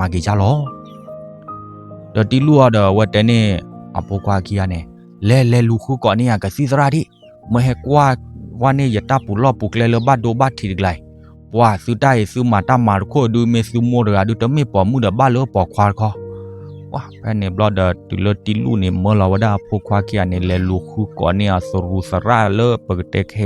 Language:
S'gaw Karen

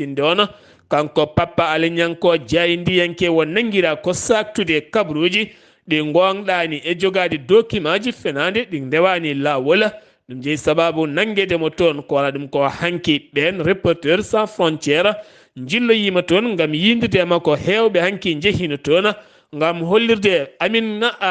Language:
Fula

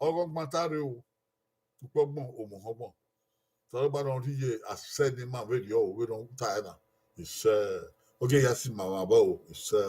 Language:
Bini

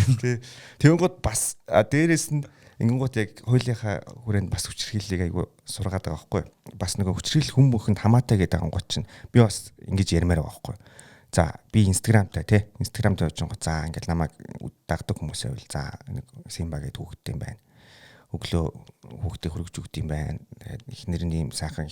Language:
Mongolian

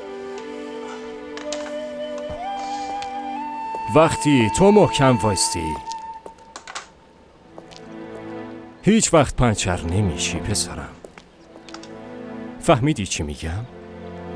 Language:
Persian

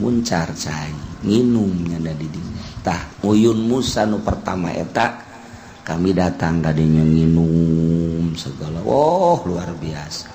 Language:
Sundanese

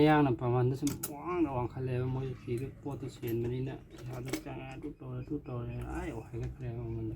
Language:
Manipuri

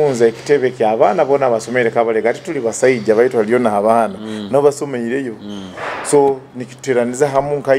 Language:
Nyoro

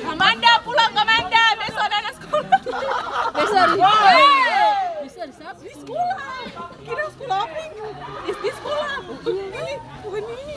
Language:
Ambonese Malay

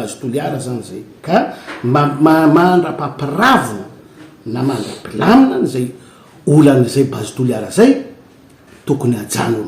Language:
Malagasy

